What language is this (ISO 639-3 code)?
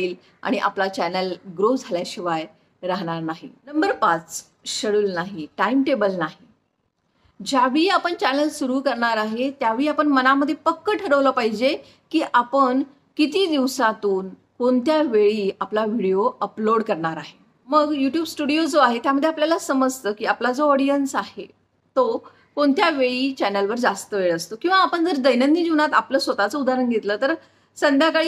mar